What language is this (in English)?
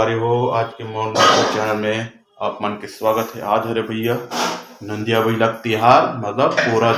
Chhattisgarhi